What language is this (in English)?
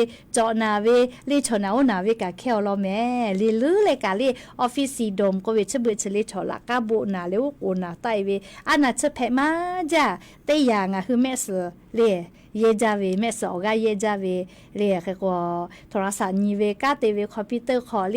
Lahu